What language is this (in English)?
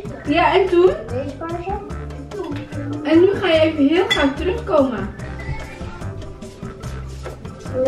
Dutch